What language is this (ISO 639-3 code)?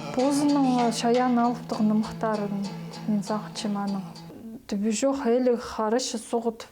kjh